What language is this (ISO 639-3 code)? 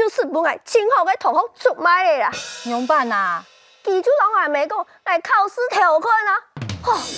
hak